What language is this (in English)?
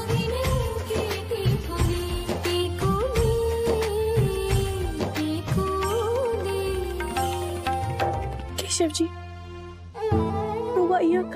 Bhojpuri